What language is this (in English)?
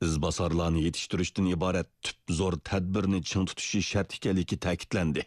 Uyghur